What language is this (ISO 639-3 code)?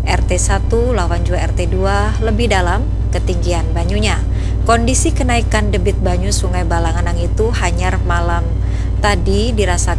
bjn